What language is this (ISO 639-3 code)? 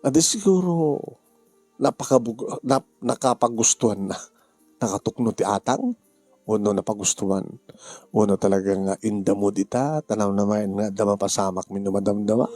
ilo